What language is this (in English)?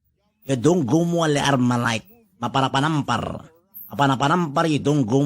Itawit